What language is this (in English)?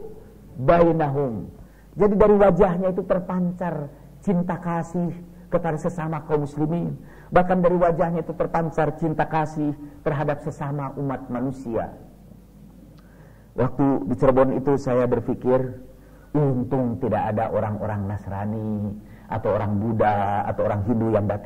Indonesian